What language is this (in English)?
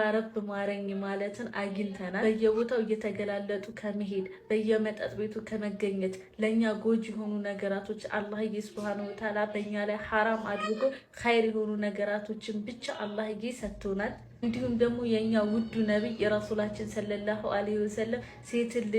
Amharic